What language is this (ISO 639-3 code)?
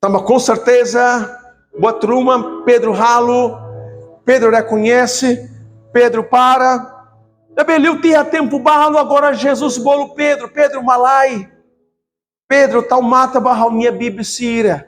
tet